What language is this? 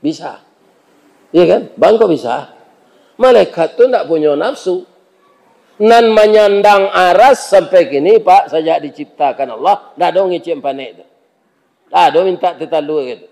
Minangkabau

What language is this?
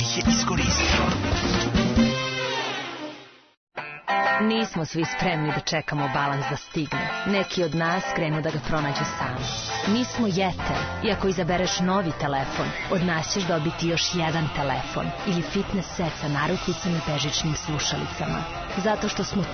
Serbian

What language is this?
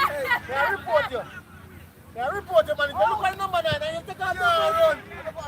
Jamaican Creole English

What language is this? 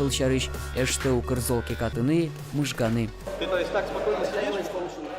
Udmurt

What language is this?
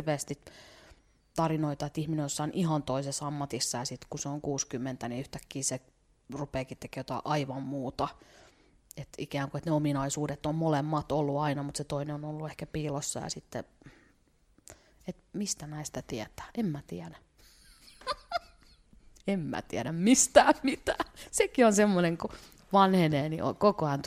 Finnish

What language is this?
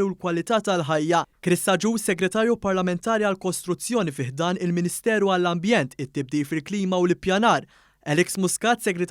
Maltese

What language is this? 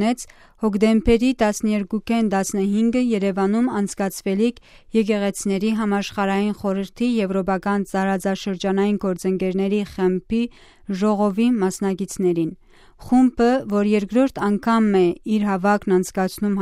Armenian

